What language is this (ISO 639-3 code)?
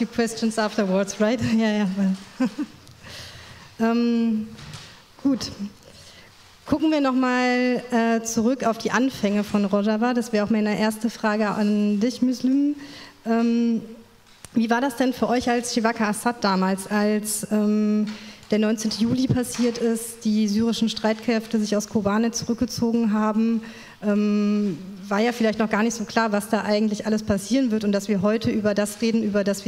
deu